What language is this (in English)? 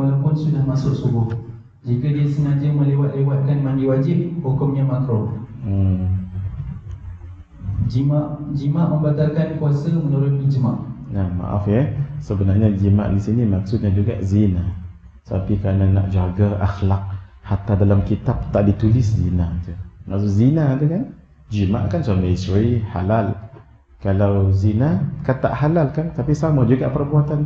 Malay